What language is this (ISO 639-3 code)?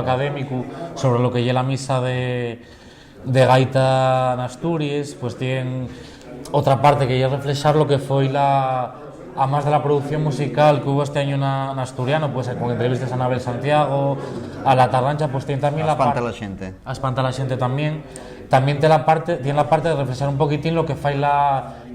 ast